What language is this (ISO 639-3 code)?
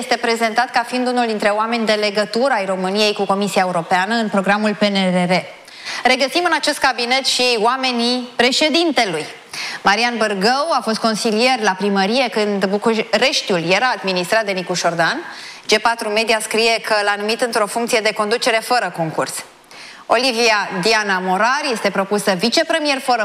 ron